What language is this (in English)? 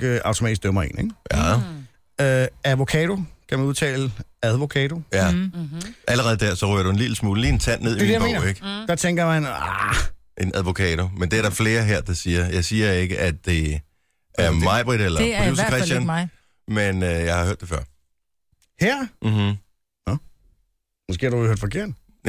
Danish